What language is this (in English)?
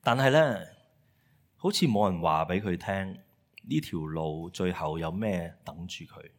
Cantonese